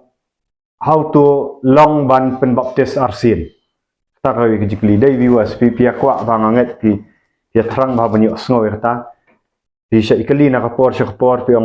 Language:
Khasi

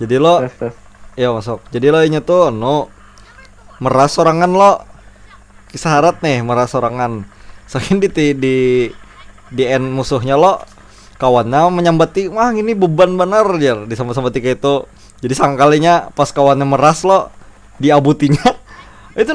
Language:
Banjar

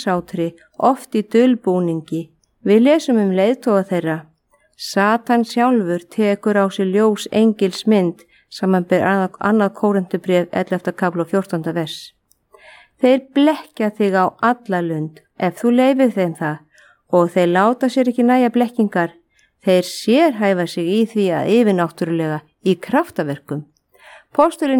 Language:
Icelandic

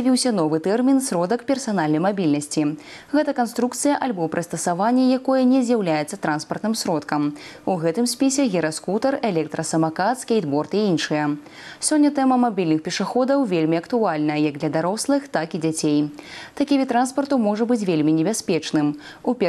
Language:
Belarusian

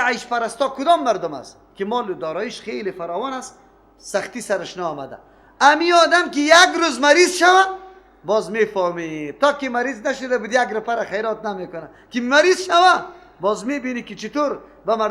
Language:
Persian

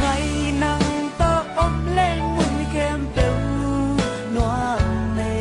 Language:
Tedim Chin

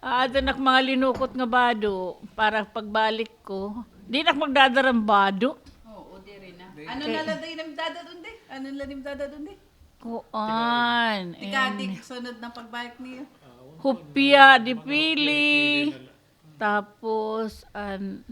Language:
Waray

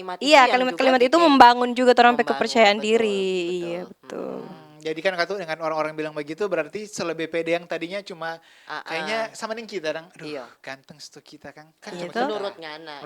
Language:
Manado Malay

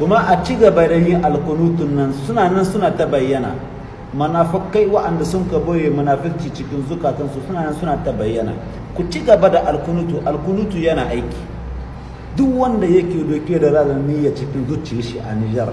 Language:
Hausa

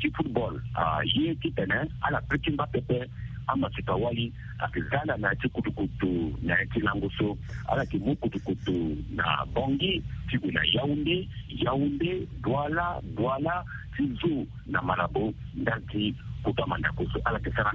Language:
Sango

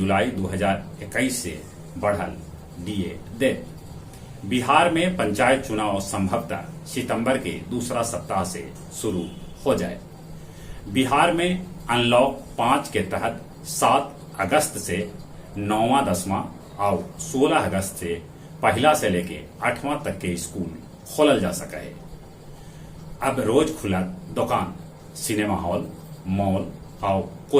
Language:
Magahi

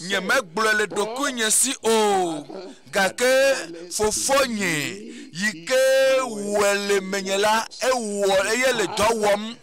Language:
Ewe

